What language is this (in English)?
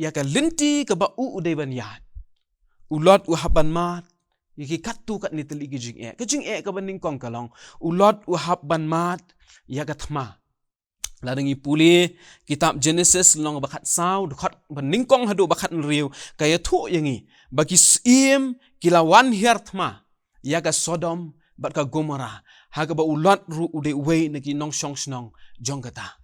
Khasi